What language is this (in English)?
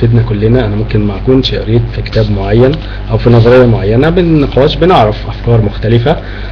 Egyptian Arabic